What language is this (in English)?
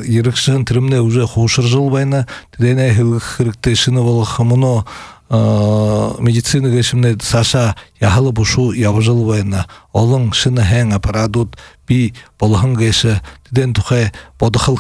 Buriat